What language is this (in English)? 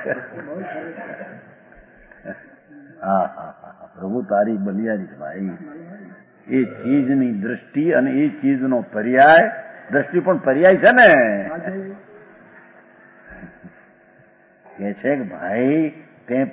Gujarati